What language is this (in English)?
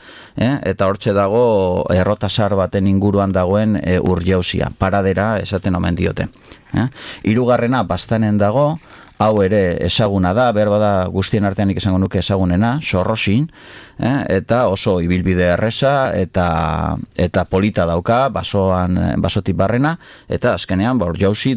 Basque